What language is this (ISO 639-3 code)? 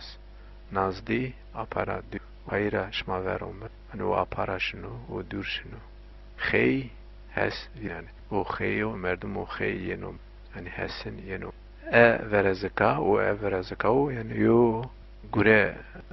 zza